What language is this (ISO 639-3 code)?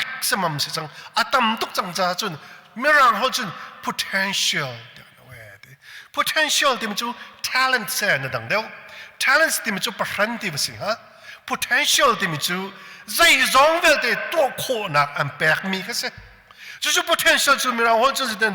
cnh